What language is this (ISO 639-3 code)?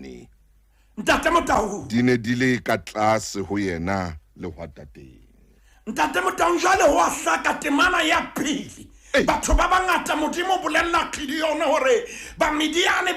sot